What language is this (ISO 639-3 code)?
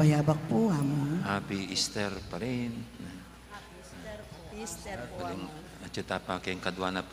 pam